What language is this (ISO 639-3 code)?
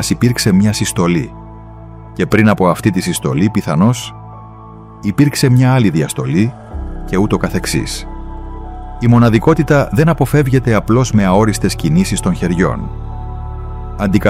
ell